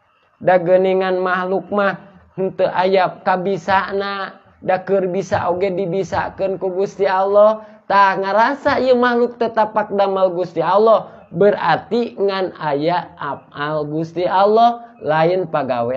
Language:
Sundanese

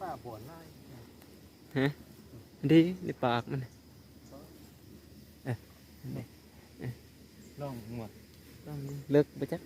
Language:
Lao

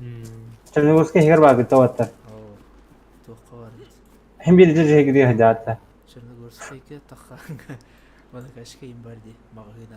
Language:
Yakut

